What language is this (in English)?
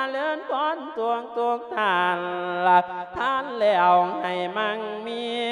Lao